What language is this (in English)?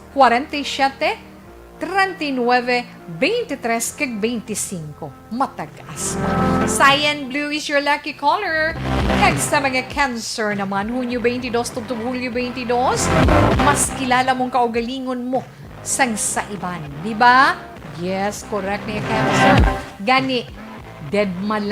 Hiligaynon